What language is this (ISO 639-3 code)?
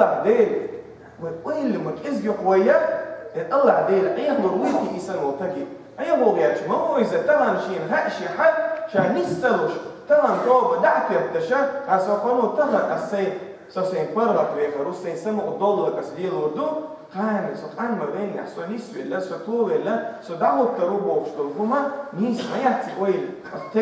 che